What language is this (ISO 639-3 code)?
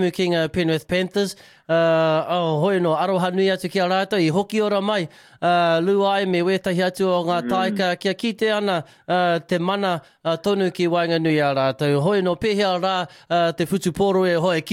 mri